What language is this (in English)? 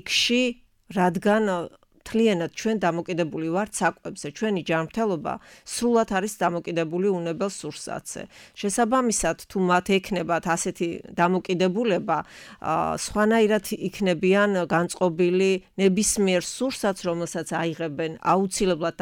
Georgian